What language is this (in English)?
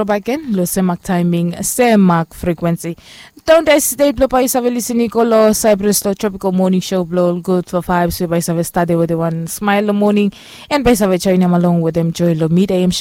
Bislama